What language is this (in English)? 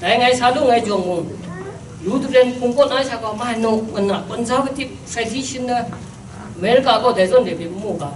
Kachin